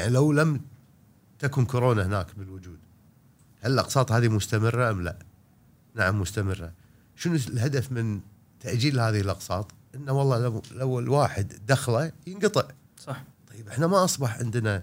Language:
Gulf Arabic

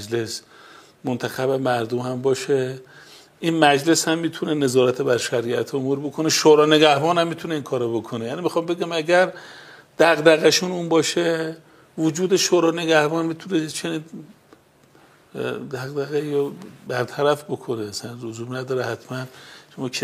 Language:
Persian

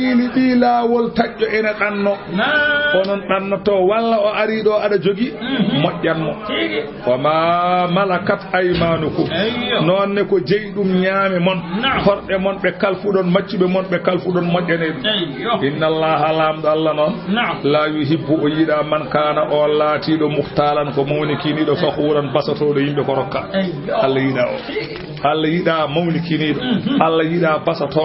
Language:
Fula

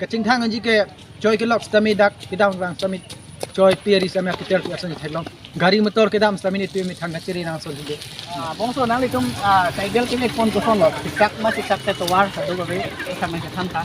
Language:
Karbi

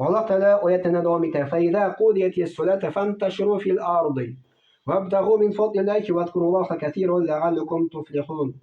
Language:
Tatar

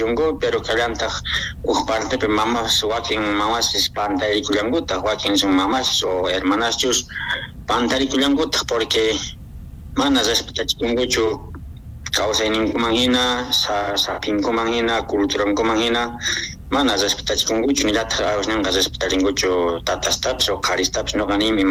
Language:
Quechua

